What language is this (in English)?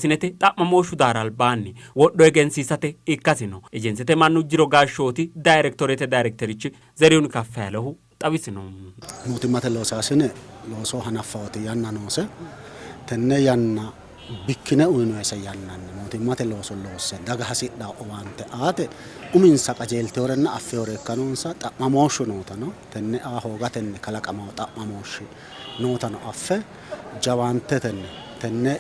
Sidamo